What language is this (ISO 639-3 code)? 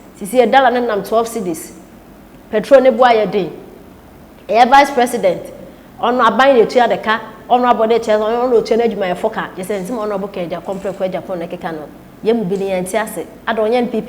aka